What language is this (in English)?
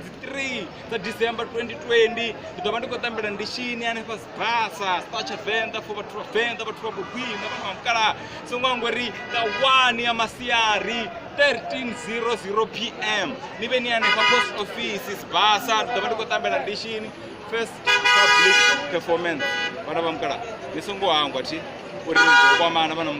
Venda